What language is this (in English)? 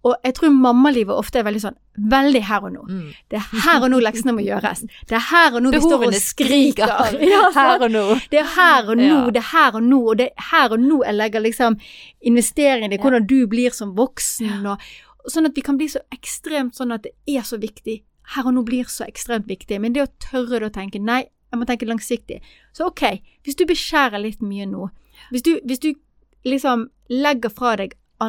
Norwegian